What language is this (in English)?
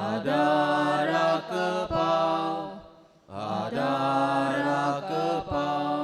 Konkani